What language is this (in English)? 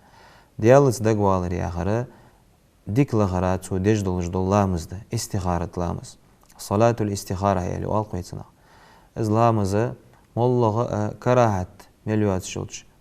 Ingush